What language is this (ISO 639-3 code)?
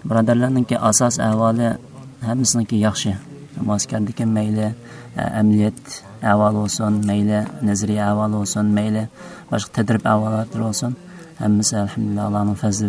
uig